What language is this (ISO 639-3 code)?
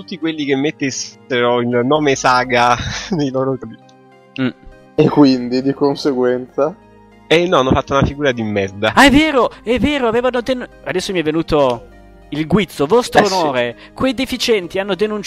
ita